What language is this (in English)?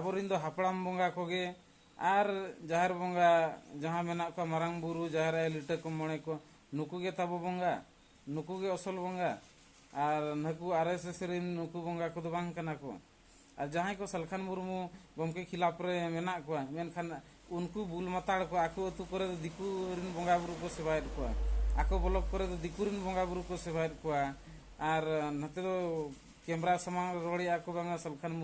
Santali